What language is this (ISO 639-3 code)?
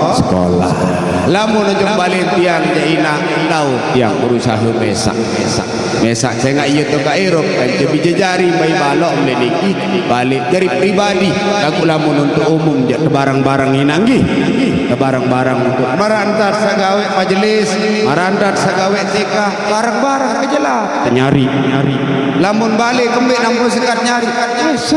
sas